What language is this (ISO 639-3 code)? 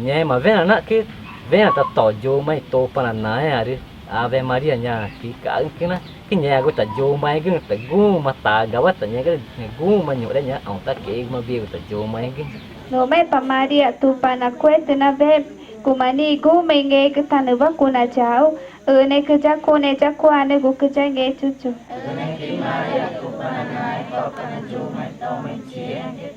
tca